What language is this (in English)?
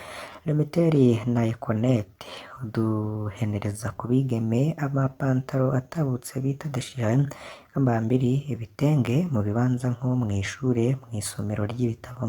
Rundi